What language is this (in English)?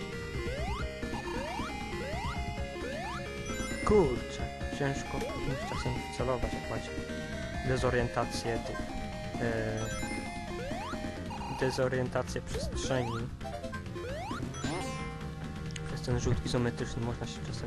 Polish